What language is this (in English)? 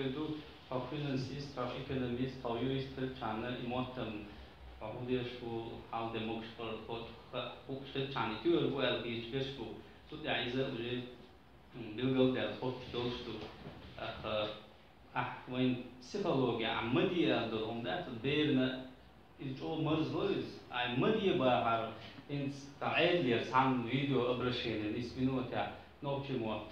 Chechen